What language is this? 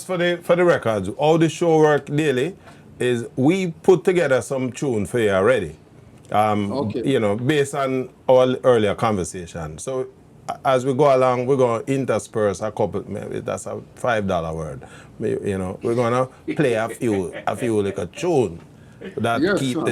Jamaican Creole English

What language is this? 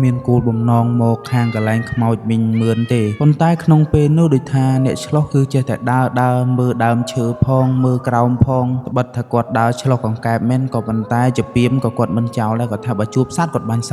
Khmer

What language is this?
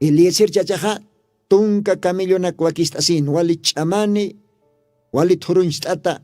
Aymara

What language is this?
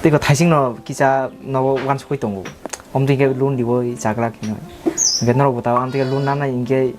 Kok Borok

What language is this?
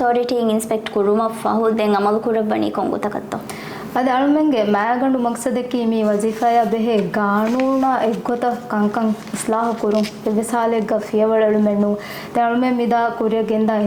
Divehi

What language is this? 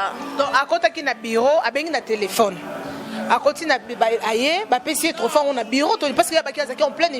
Lingala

